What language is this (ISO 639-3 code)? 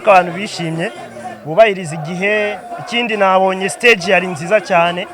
kin